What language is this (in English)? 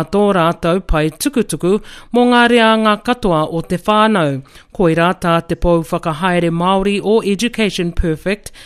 Māori